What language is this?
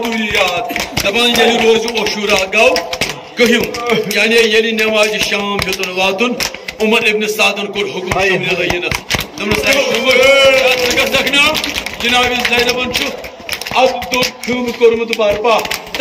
Kashmiri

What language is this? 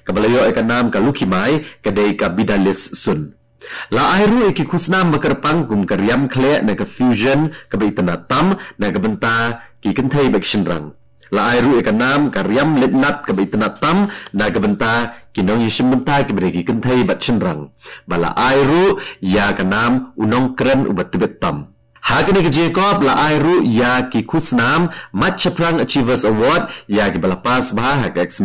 Khasi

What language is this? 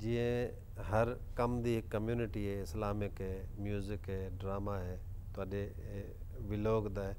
Saraiki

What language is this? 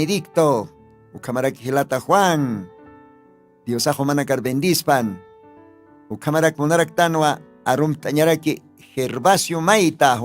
Aymara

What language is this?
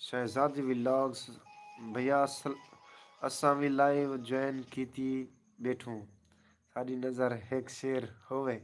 Saraiki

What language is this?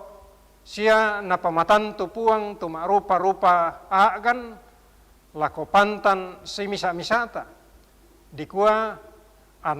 Toraja-Sa'dan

